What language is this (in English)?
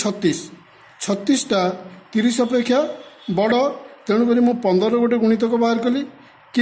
Odia